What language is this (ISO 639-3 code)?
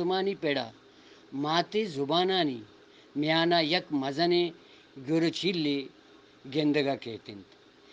bgp